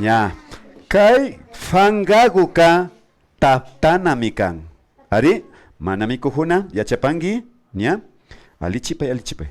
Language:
Imbabura Highland Quichua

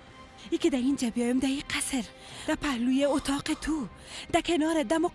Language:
Persian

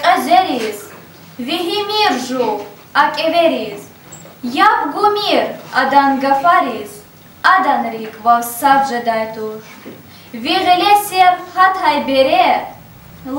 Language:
Lezghian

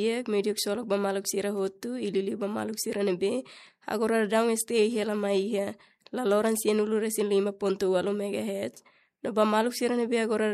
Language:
Tetum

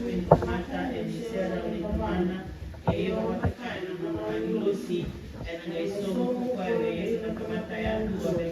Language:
Fijian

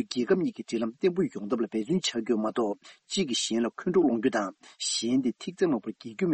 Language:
Tibetan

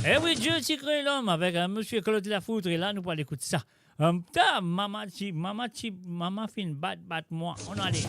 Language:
Morisyen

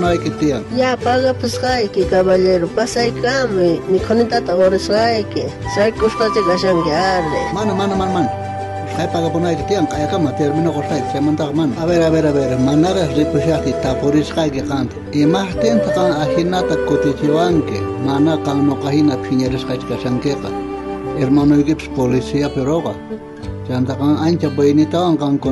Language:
South Bolivian Quechua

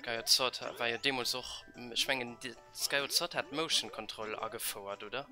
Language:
Luxembourgish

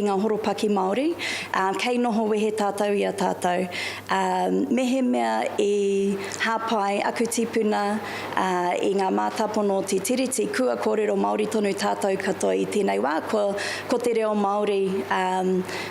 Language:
Māori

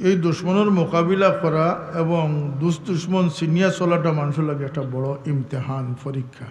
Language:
Sylheti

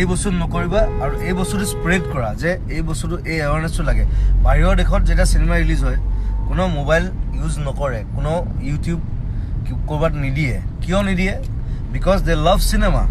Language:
Assamese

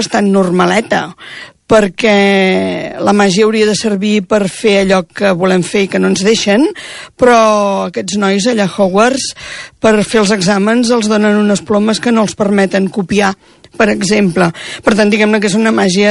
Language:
Catalan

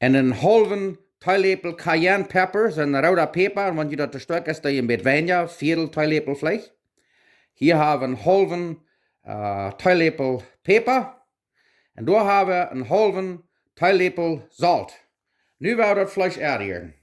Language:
Plautdietsch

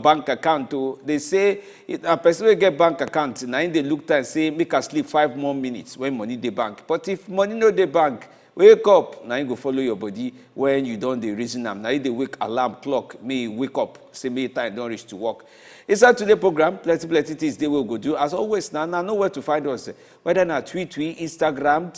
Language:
Nigerian Pidgin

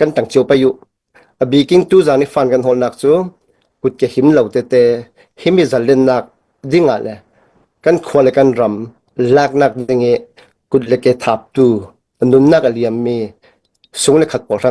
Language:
Hakha Chin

